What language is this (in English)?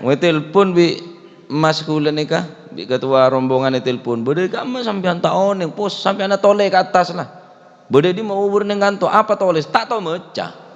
Madurese